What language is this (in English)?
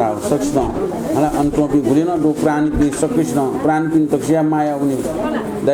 Newari